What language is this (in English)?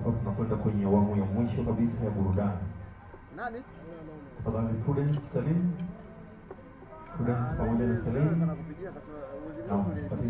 Swahili